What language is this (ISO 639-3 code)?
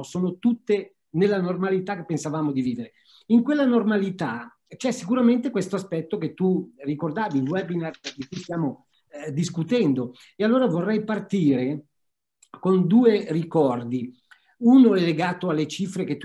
ita